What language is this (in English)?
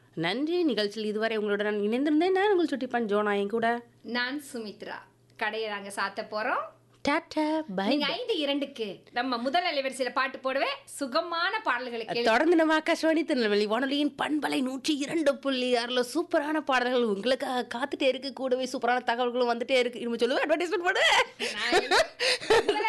Tamil